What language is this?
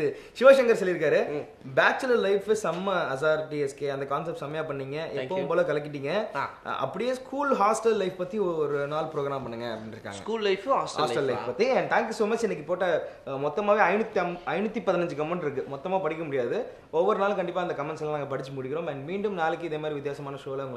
Tamil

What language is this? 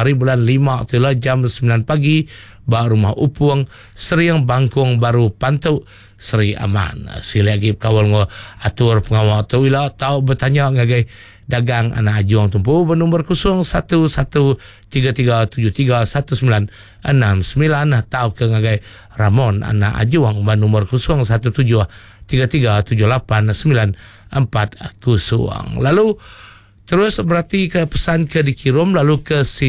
Iban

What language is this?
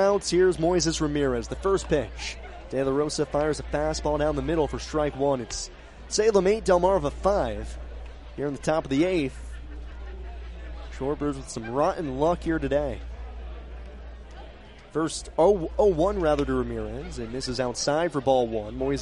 English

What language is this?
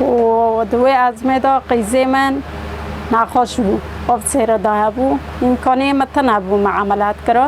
Kurdish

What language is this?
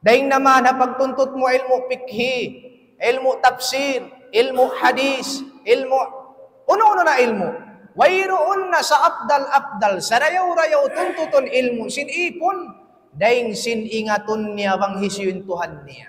Tausug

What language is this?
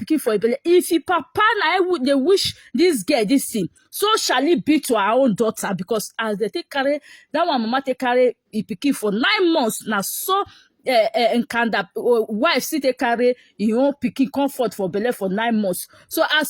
Nigerian Pidgin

